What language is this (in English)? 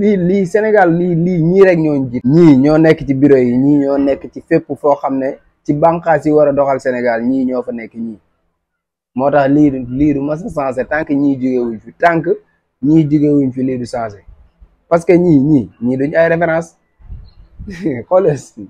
Wolof